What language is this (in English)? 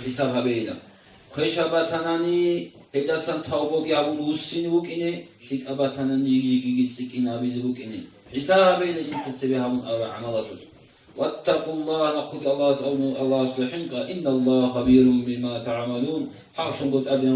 Avaric